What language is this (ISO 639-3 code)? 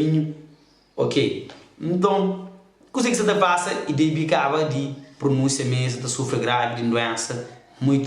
kea